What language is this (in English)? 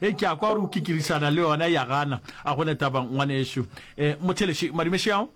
Northern Sotho